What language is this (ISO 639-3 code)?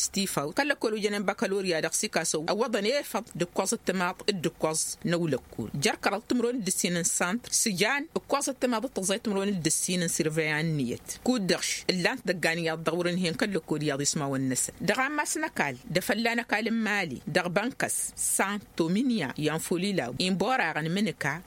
taq